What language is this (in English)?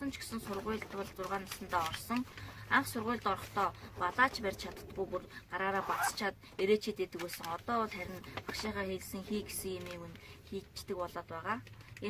Mongolian